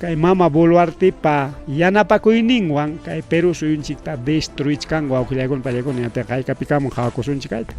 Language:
Ayacucho Quechua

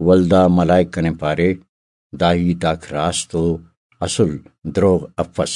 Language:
Brahui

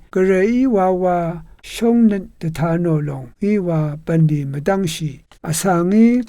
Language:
Rawang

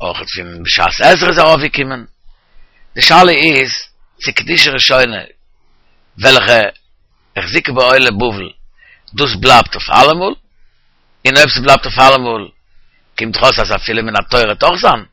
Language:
Yiddish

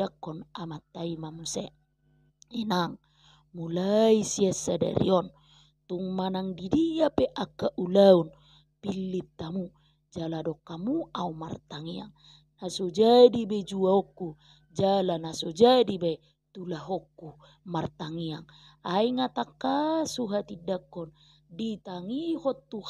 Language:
Batak Toba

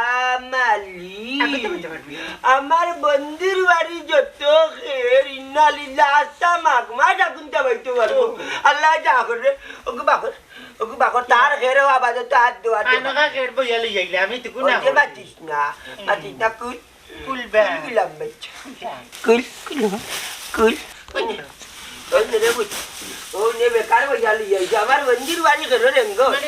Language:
Sylheti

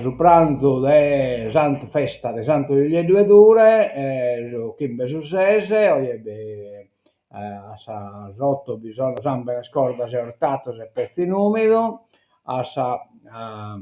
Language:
Sardinian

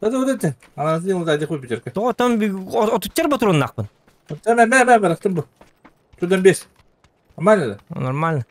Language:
Yakut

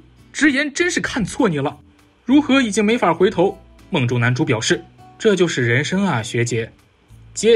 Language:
Chinese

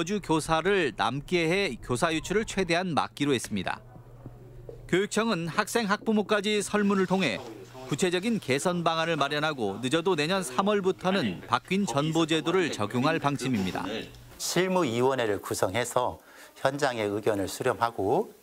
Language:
Korean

